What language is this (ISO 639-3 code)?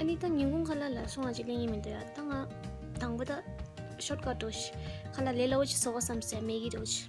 bod